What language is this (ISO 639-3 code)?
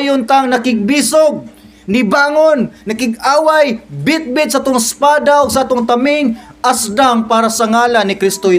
ceb